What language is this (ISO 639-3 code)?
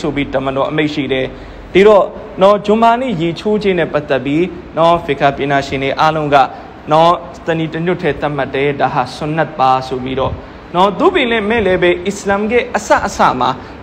mya